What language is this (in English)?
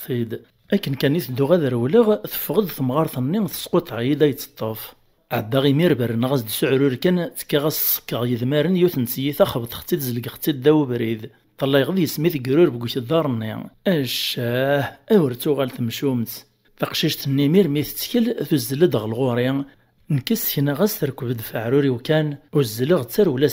Kabyle